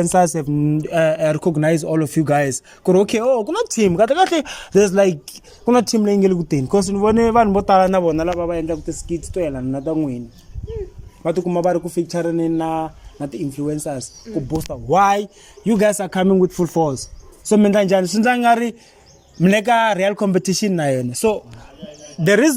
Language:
Tsonga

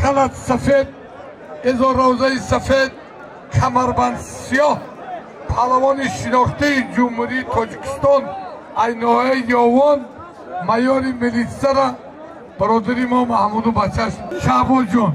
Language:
Tajik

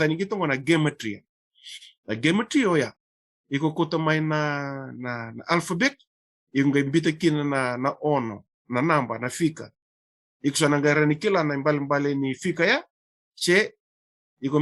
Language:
Fijian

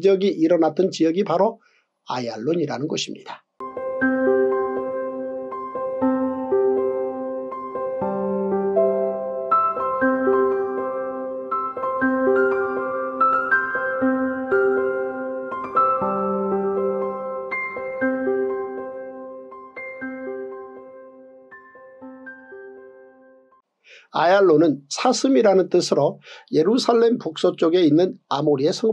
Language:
Korean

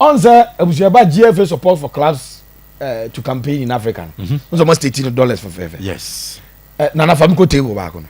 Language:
Akan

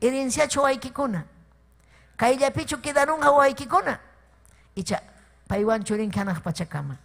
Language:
Ayacucho Quechua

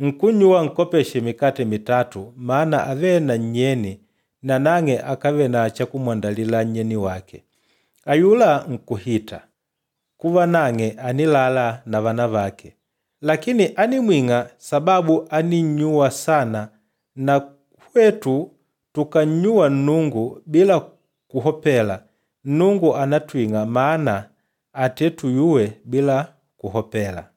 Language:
Makonde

